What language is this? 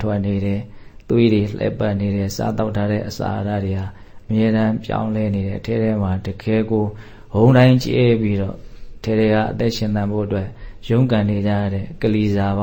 Burmese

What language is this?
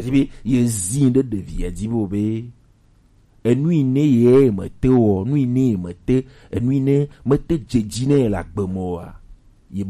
Gen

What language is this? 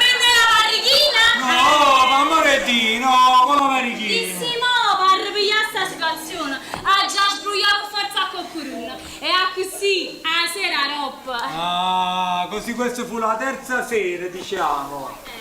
Neapolitan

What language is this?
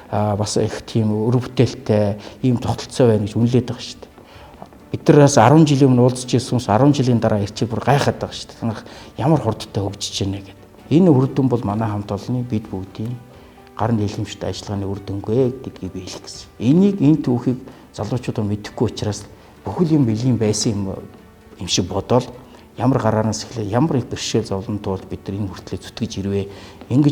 Mongolian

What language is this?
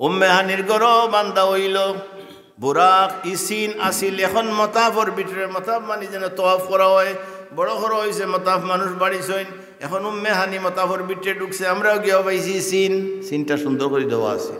Sylheti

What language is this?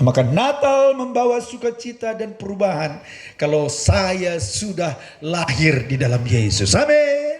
Batak Karo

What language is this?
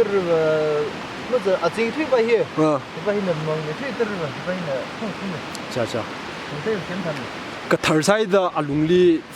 Tangkhul Naga (India)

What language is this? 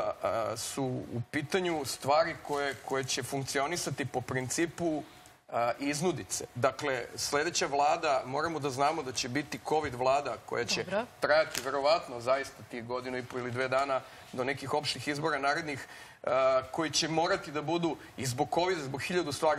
Serbian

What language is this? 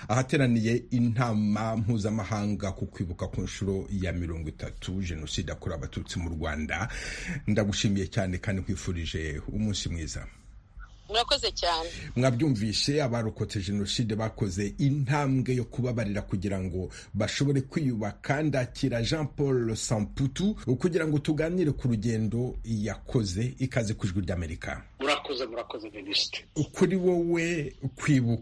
Kinyarwanda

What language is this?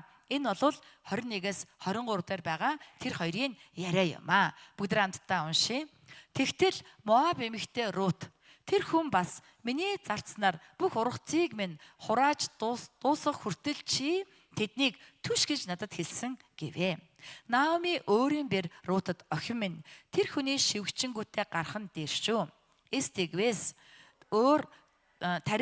Mongolian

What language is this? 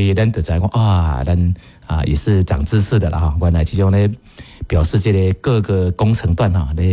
Min Nan Chinese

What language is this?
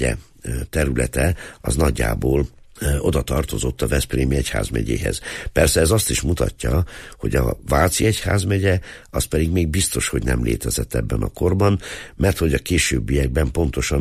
Hungarian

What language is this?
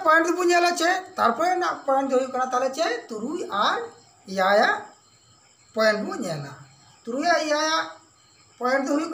Santali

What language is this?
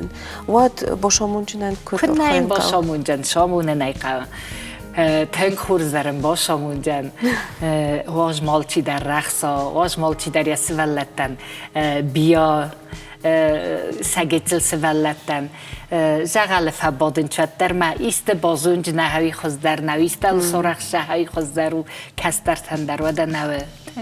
Ossetic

